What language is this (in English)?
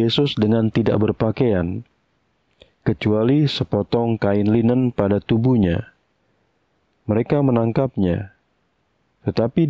Indonesian